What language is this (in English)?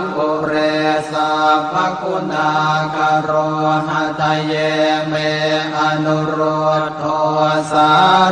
Pali